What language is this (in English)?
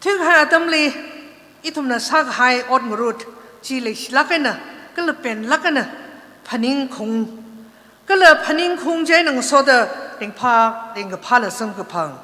Tangkhul Naga (India)